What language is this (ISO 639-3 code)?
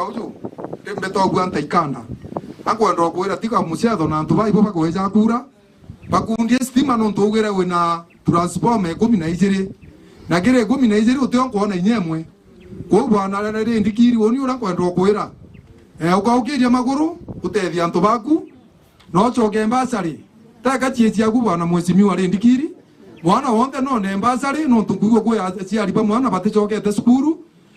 mer